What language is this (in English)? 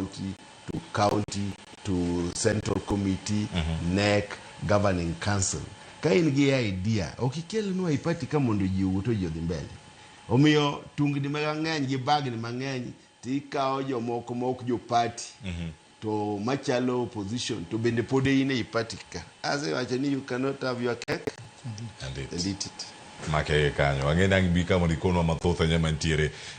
Luo (Kenya and Tanzania)